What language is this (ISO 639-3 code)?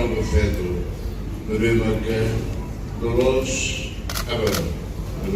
tet